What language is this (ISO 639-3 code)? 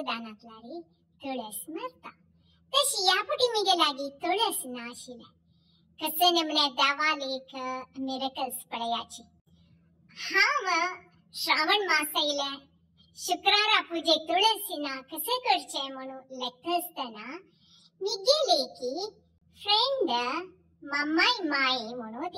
kok